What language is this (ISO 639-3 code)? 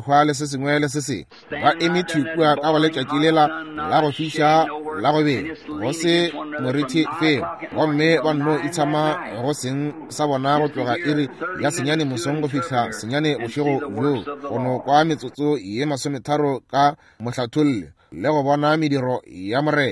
nso